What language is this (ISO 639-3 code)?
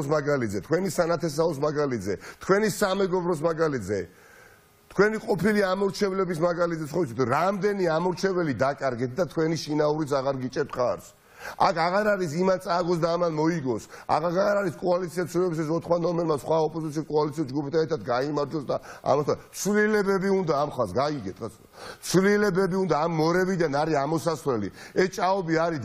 kat